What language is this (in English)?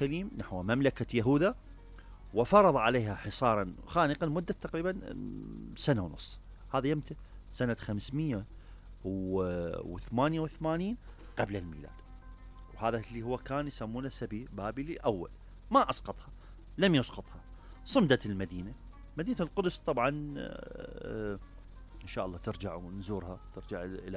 Mesopotamian Arabic